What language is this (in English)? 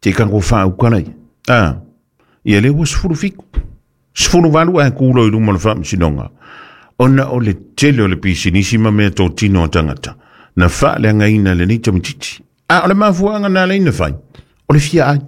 Samoan